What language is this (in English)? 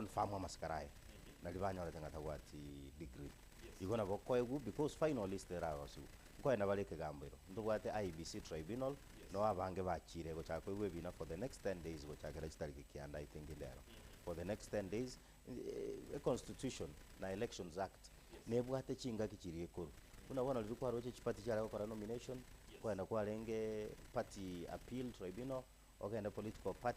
Gusii